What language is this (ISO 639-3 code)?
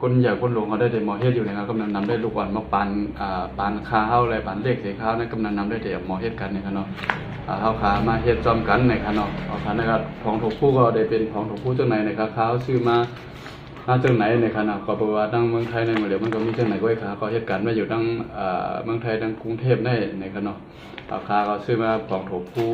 shn